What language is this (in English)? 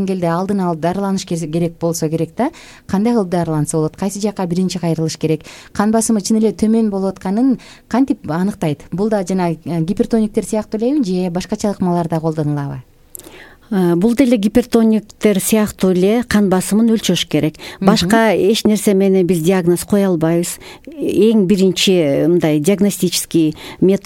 Kyrgyz